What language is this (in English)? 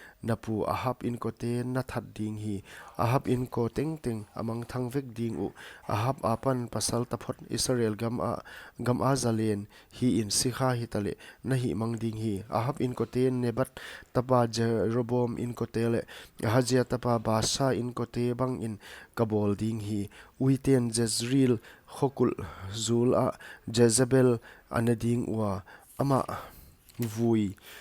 Paite Chin